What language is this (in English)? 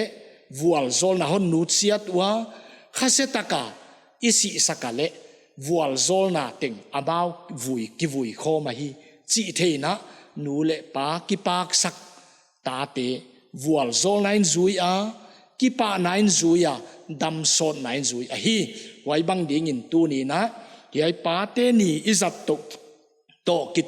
Paite Chin